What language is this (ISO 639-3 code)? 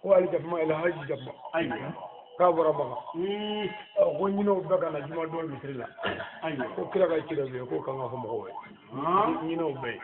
bam